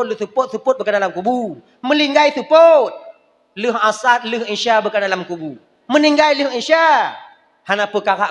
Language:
Achinese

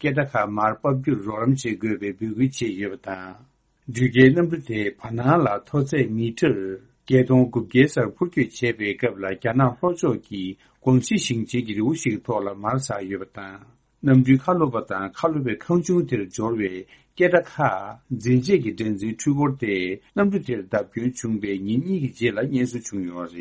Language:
Tibetan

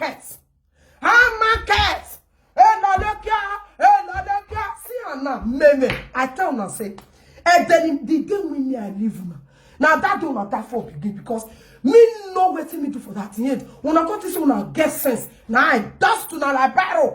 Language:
Nigerian Pidgin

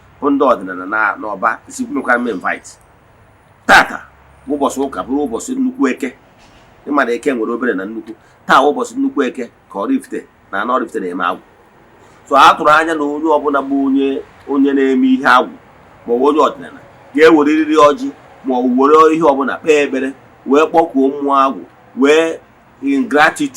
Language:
Igbo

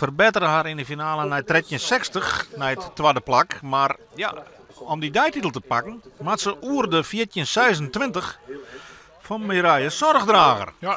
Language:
Western Frisian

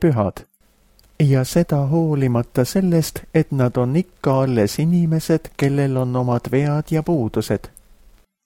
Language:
Estonian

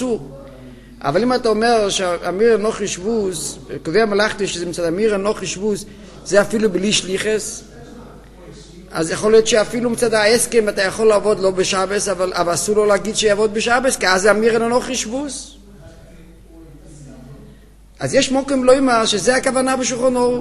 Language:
Hebrew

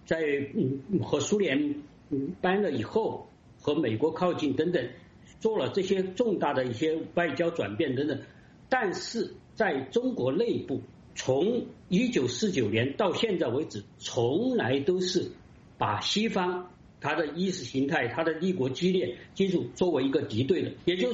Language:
Chinese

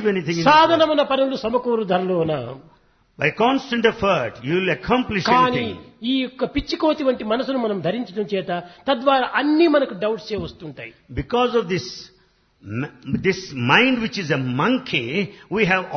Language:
Telugu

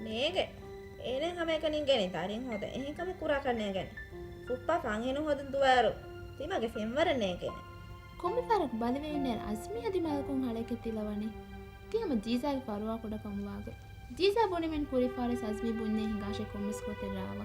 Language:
Divehi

